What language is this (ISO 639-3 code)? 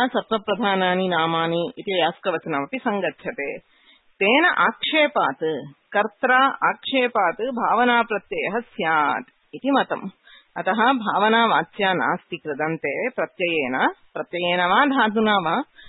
san